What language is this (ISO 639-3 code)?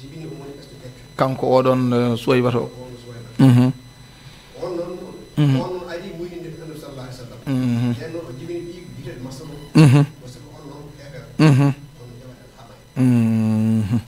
ful